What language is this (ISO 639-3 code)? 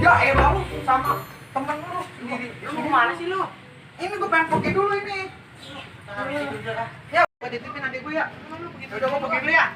bew